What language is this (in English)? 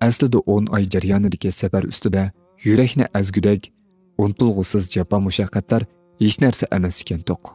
Uyghur